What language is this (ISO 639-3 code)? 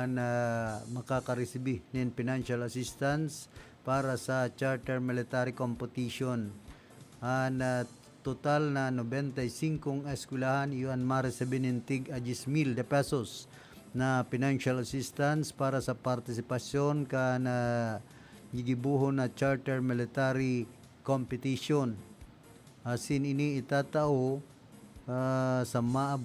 bik